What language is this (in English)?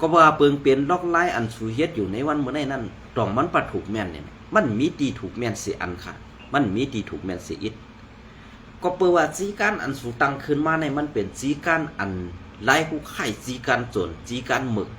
Shan